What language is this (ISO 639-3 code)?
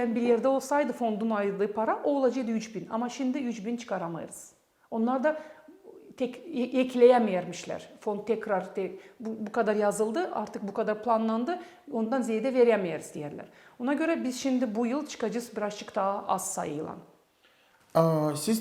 gag